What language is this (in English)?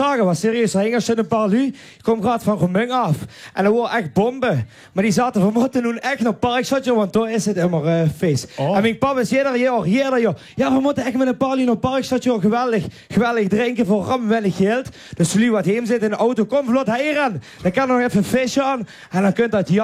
Limburgish